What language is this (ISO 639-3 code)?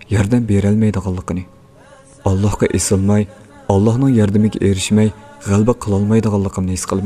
uig